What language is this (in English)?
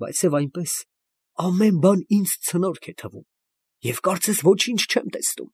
Armenian